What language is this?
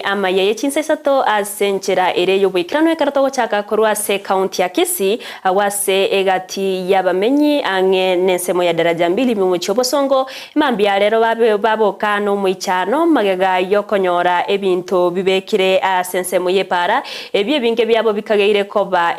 Gusii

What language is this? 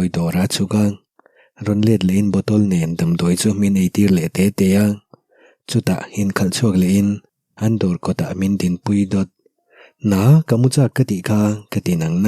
Mizo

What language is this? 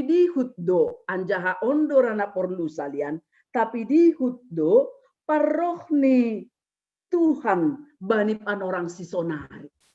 Batak Simalungun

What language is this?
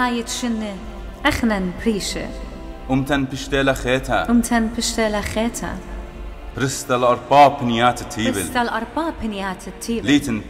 Assyrian Neo-Aramaic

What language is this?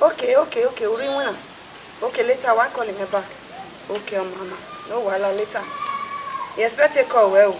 Bini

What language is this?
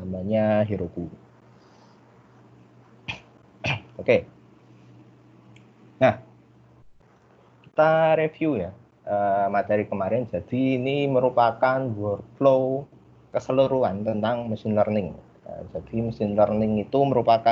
Indonesian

